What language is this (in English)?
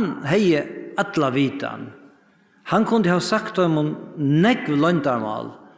Faroese